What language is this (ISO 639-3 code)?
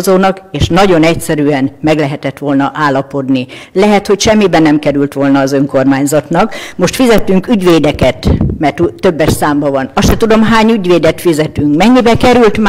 hun